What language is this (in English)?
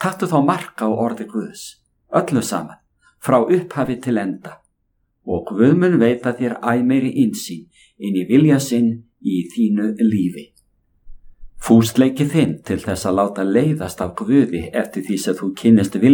Icelandic